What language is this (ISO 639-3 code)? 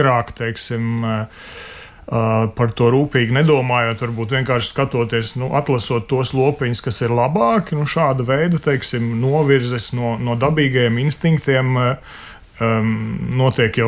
lav